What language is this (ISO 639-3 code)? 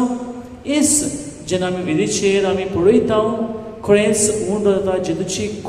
kok